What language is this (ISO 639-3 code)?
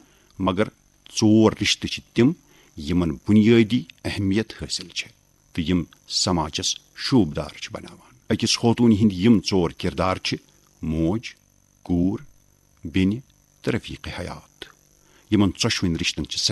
kas